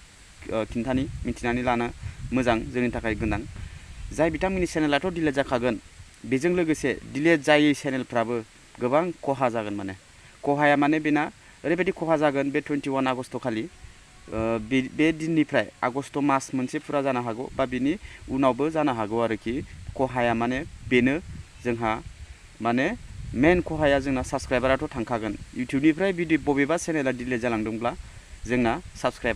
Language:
Bodo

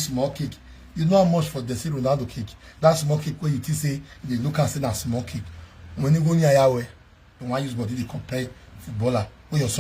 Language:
Nigerian Pidgin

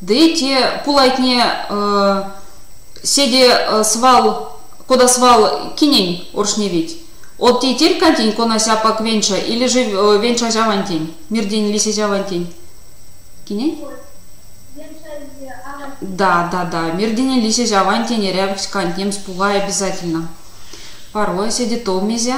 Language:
Erzya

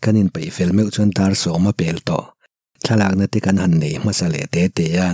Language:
Mizo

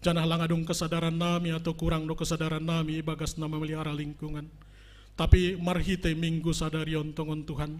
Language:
Batak Simalungun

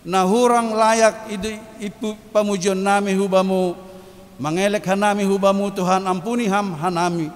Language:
Batak Simalungun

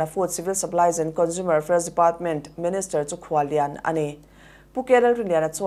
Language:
Mizo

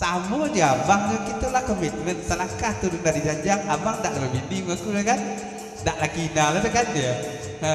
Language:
Minangkabau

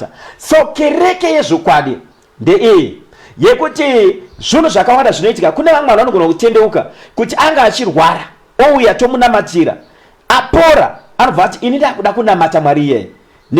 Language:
Shona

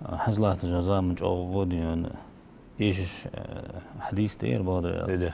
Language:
Ingush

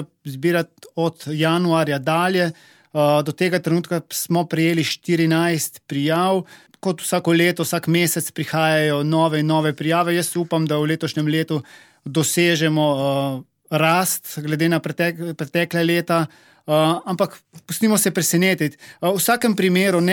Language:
Slovenian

